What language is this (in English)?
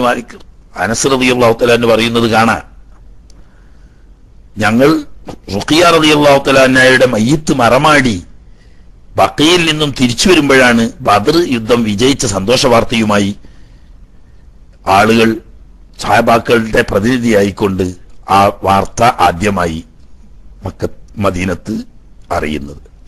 Malayalam